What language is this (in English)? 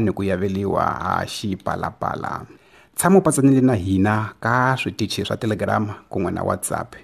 Tsonga